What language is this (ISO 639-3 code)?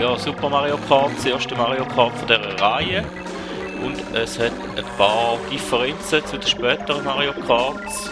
gsw